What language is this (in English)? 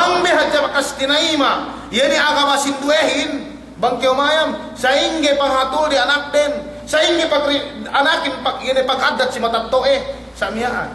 Yakan